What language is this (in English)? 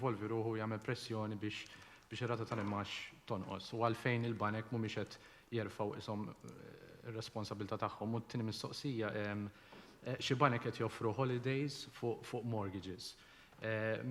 Maltese